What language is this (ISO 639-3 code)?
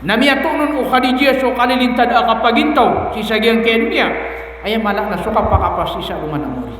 mrw